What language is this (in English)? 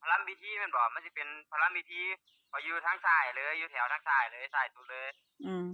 Northeastern Thai